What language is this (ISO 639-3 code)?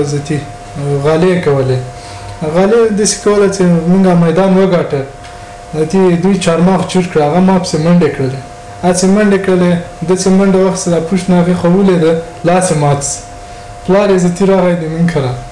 pus